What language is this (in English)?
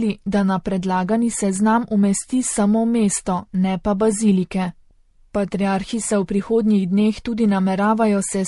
Slovenian